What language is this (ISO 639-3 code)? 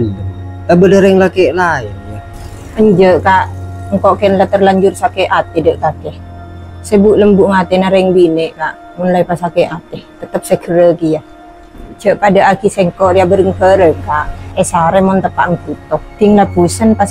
mad